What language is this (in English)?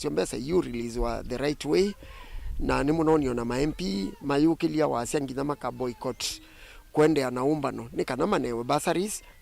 Kamba